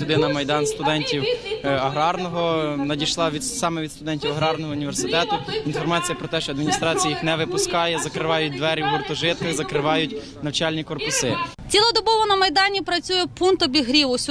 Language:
Ukrainian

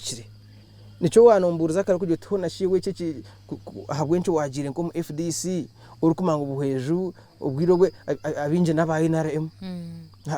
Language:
Nyankole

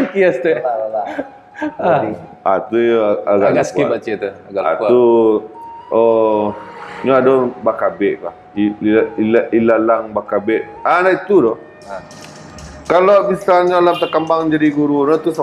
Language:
Minangkabau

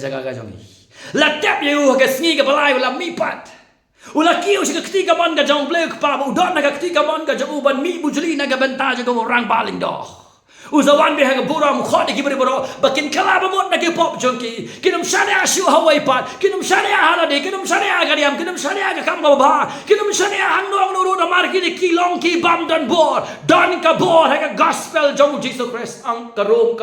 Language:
Khasi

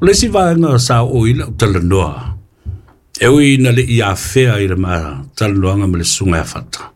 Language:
Samoan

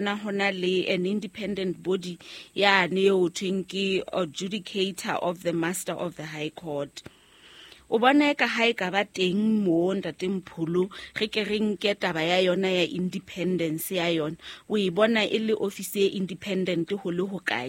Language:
Southern Sotho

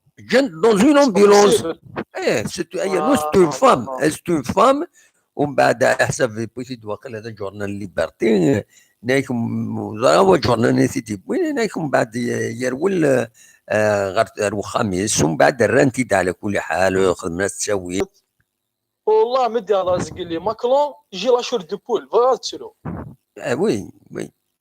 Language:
Kabyle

